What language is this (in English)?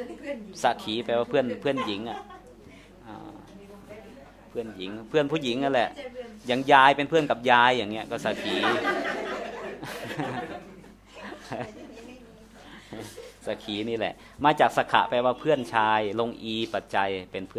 Thai